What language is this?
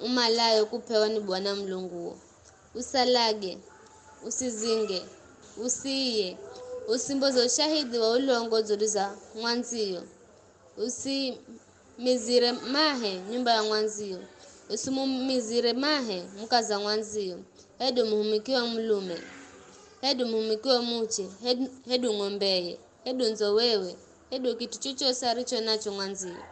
Giryama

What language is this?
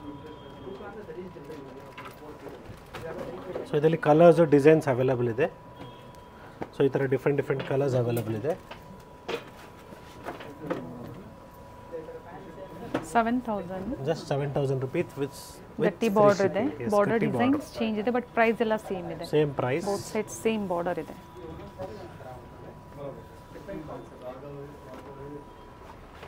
Kannada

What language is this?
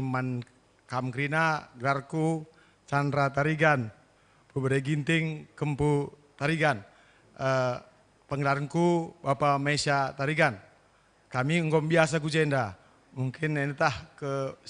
Batak Karo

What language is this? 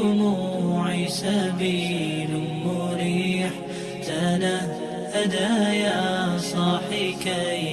Kumyk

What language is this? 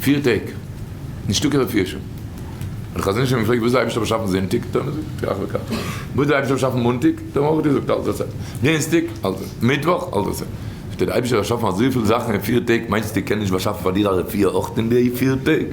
Yiddish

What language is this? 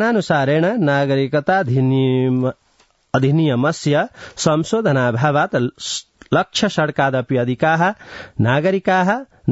Sanskrit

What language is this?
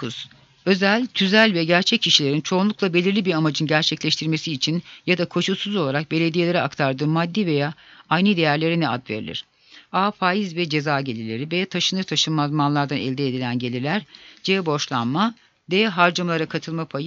Turkish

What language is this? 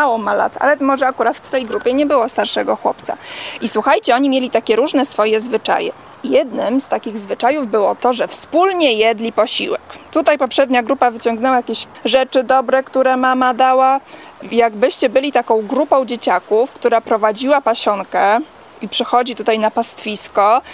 Polish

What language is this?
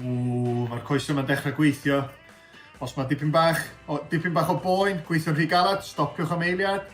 Welsh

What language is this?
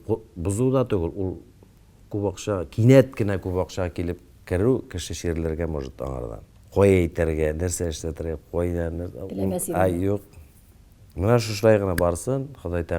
Tatar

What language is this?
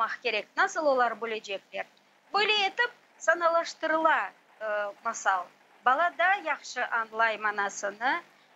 Crimean Tatar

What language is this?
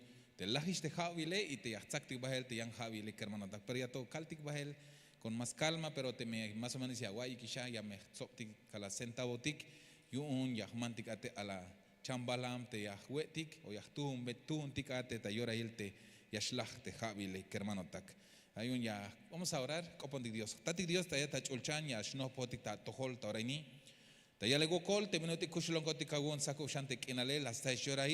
Tzeltal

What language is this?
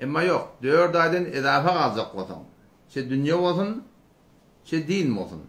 Turkmen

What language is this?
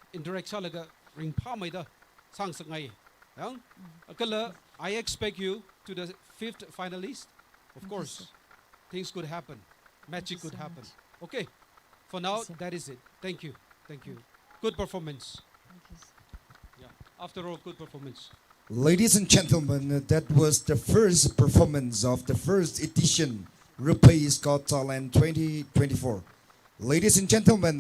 Tangkhul Naga (India)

